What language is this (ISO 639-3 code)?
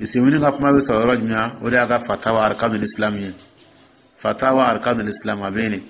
dyu